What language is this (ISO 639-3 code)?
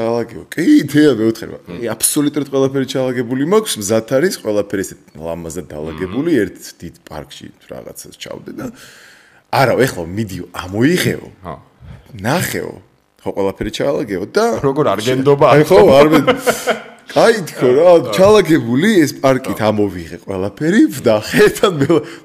kat